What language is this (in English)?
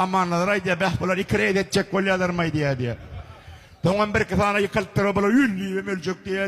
Turkmen